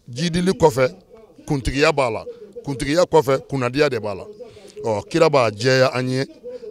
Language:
Bambara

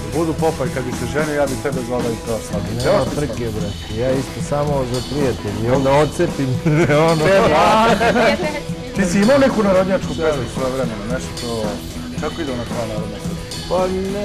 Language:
Serbian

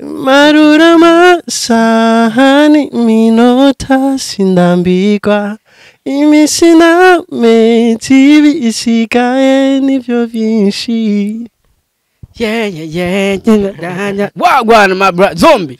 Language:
Rundi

